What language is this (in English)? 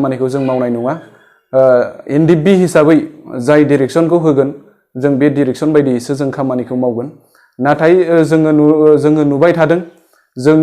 Bodo